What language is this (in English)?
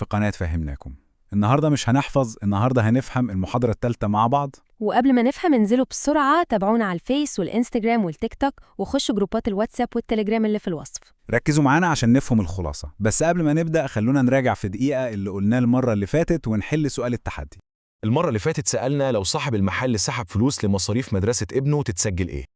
Egyptian Arabic